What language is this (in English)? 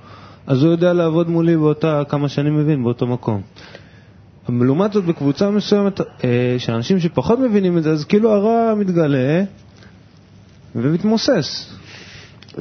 Hebrew